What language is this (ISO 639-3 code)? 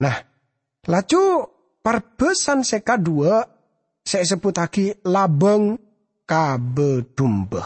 mad